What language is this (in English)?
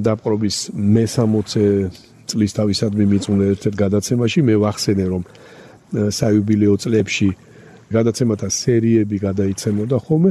Georgian